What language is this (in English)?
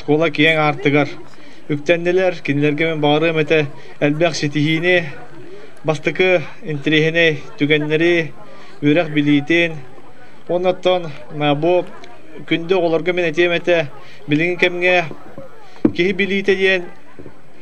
Yakut